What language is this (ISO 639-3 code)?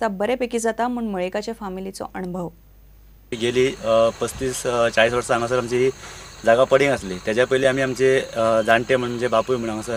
kok